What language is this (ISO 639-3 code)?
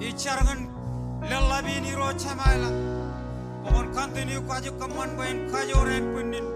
mah